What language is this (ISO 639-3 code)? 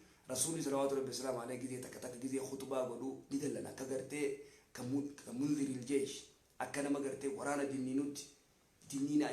orm